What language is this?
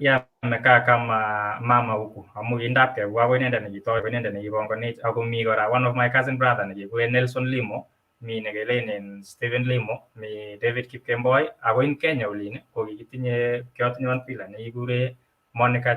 Kalenjin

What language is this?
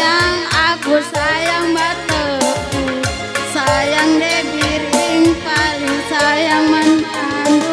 Batak Karo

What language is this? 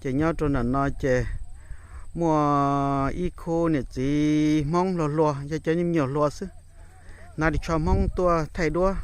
Hmong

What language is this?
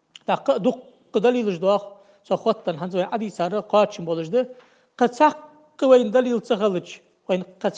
Ingush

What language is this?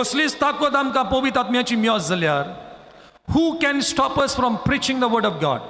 Konkani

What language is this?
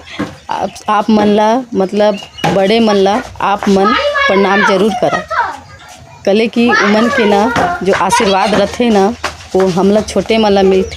Chhattisgarhi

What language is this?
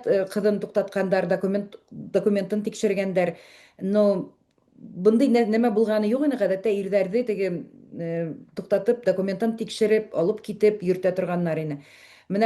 Bashkir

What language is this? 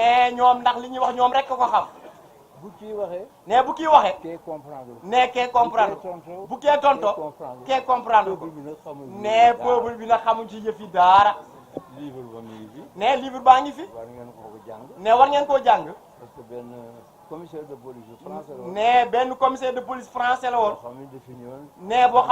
Wolof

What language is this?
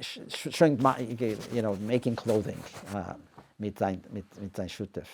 Yiddish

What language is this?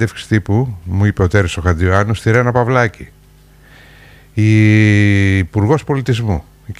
Greek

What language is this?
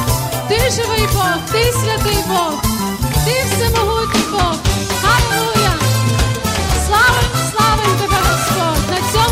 Ukrainian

